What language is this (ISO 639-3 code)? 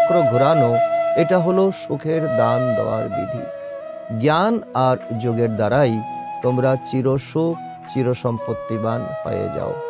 ben